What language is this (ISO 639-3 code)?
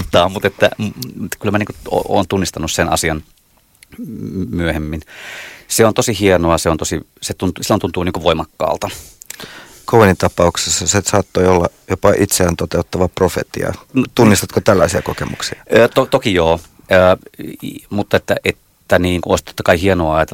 fin